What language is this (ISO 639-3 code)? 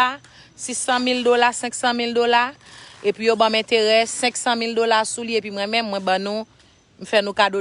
hat